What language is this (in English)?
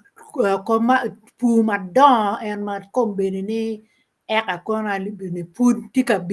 Acoli